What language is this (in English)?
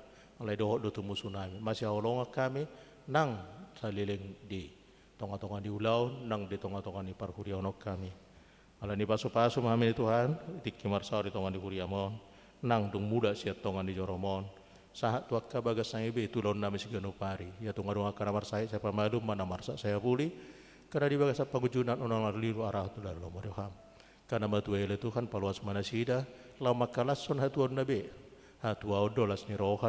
Batak Toba